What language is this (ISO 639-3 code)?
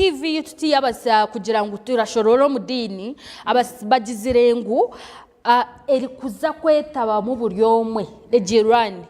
nyn